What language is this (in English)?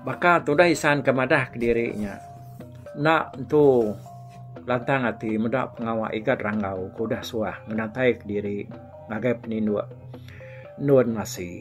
Iban